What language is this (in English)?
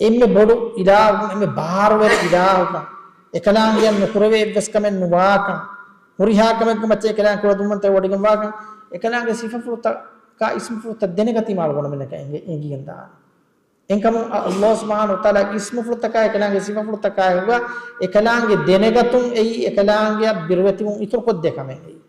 Divehi